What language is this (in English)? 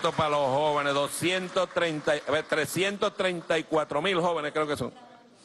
Spanish